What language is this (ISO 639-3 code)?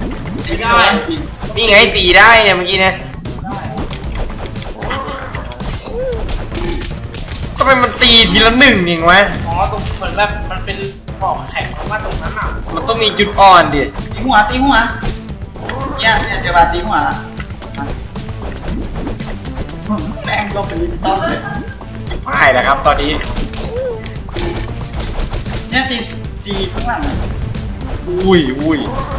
tha